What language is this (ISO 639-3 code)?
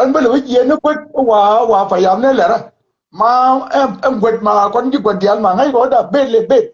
nus